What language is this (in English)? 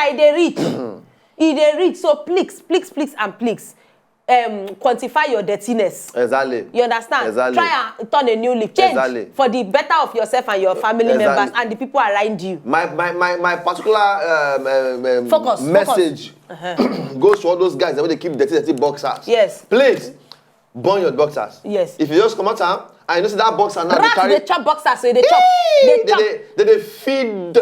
Nigerian Pidgin